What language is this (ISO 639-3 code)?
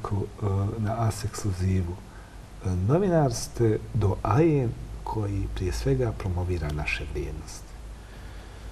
bos